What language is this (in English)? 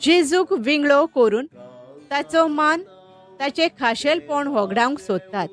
Konkani